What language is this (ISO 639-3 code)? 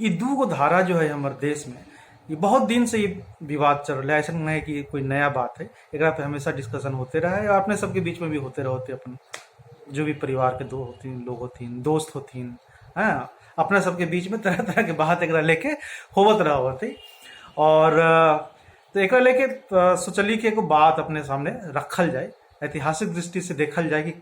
mag